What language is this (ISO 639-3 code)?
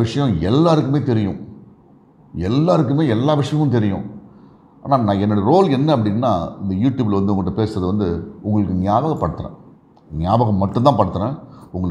tam